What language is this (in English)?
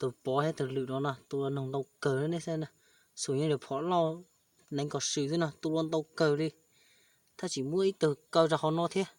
Hmong